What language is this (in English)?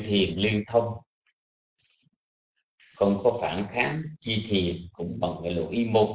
Vietnamese